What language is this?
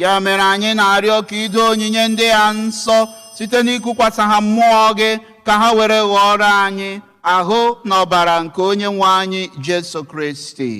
Igbo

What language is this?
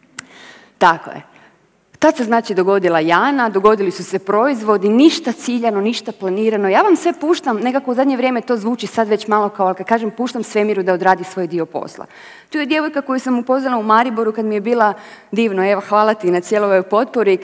Croatian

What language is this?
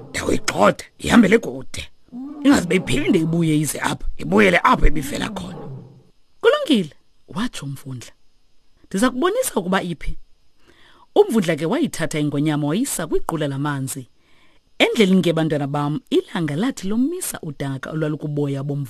Xhosa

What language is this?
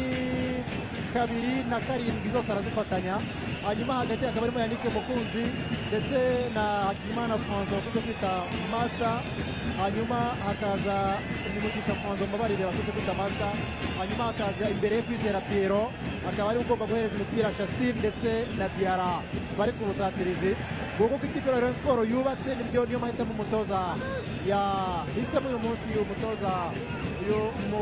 Kinyarwanda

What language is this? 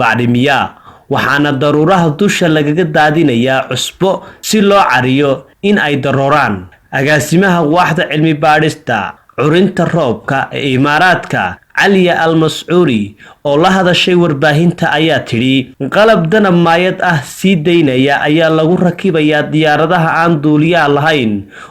Somali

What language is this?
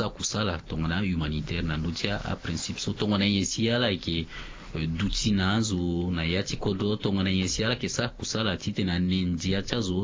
Sango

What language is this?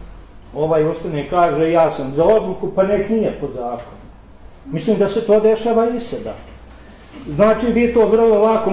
Bosnian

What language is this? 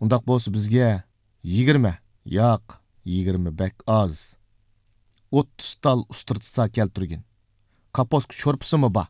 Uyghur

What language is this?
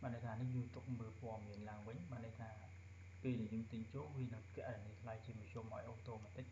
Khmer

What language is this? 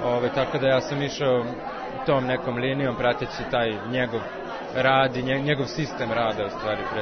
Serbian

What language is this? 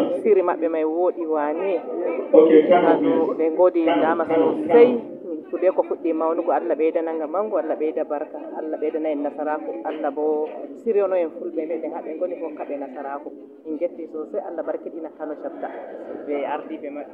Fula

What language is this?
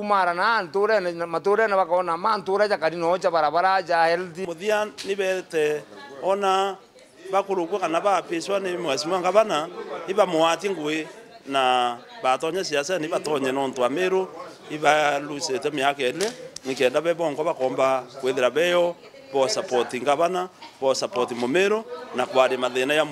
Meru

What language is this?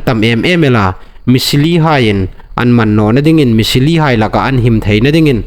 Hmar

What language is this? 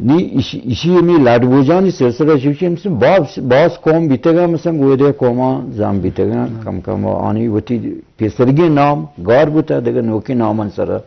Eastern Balochi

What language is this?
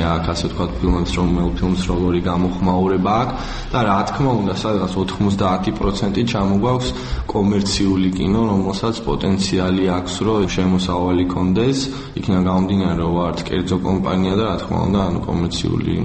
Georgian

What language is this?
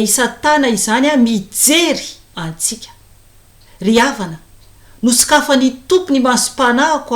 Malagasy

